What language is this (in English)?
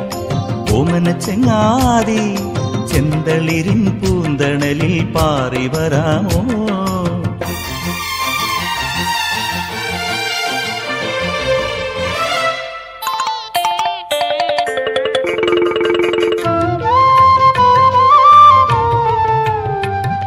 Malayalam